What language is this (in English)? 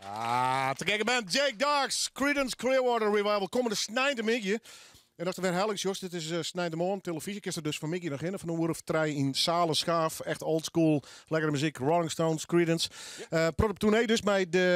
Western Frisian